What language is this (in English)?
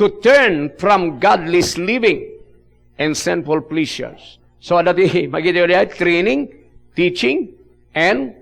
Iloko